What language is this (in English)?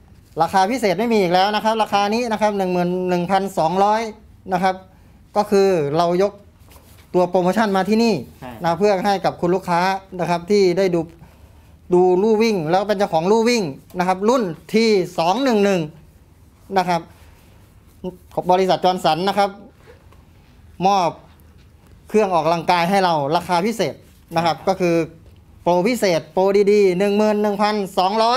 Thai